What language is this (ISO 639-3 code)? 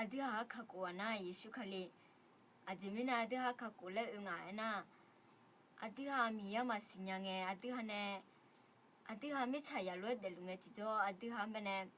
ahk